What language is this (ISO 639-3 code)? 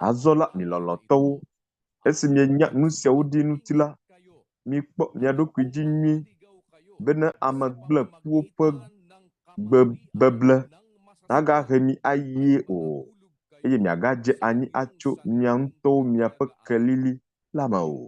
ewe